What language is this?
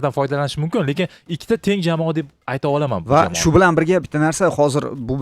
Uzbek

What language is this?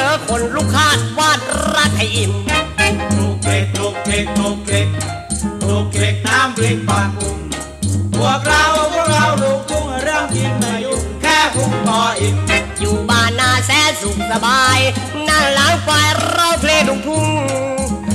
Thai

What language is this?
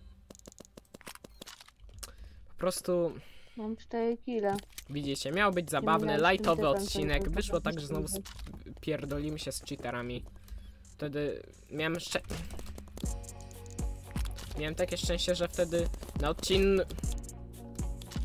Polish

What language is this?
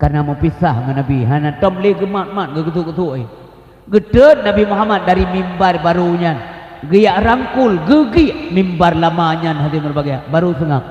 Achinese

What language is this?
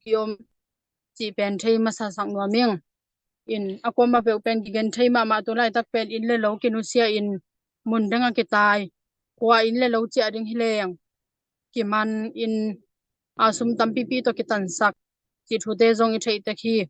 Tedim Chin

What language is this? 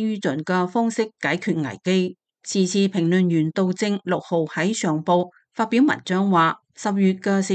Cantonese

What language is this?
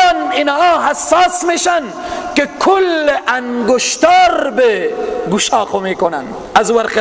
Persian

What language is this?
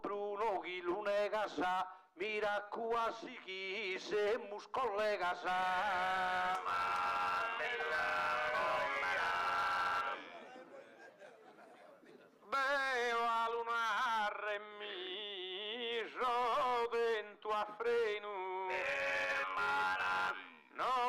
Sardinian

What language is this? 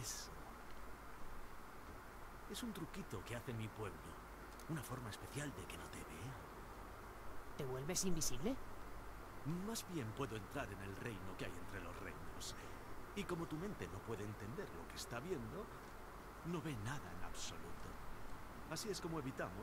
Spanish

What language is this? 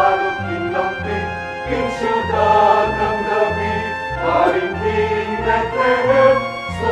Pampanga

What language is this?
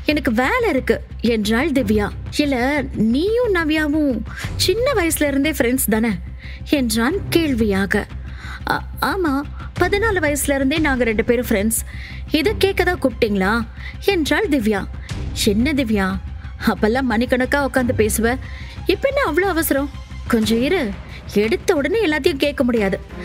Tamil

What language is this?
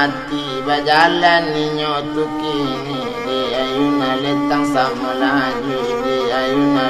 Minangkabau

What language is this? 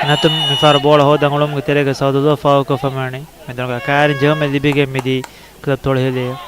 Divehi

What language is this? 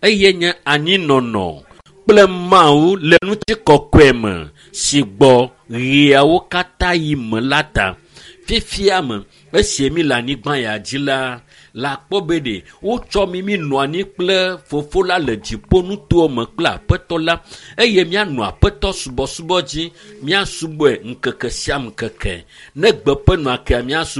Ewe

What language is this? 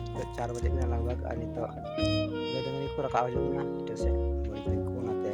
Santali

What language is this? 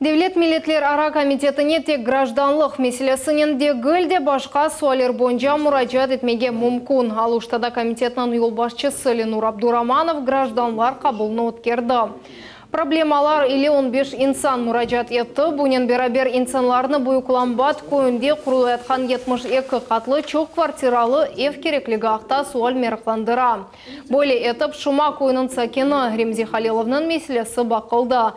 Crimean Tatar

